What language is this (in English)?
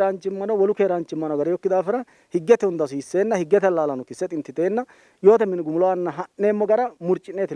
Sidamo